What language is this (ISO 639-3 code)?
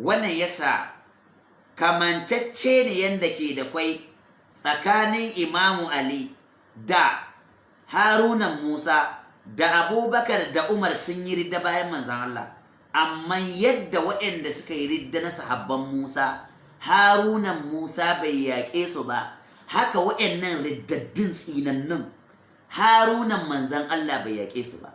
hau